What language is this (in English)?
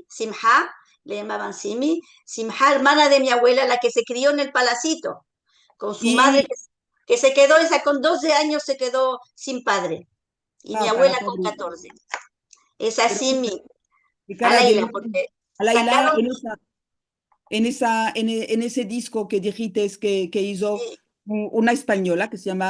Ladino